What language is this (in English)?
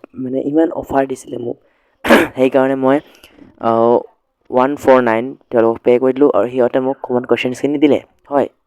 Assamese